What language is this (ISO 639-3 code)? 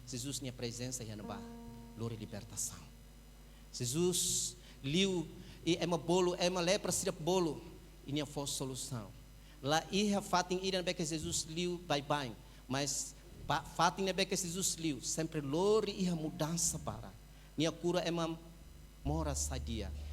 tet